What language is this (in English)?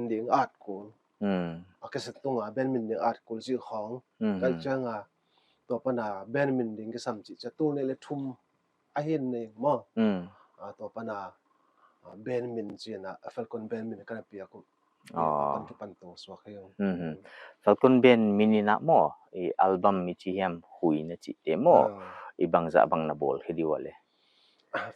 Paite Chin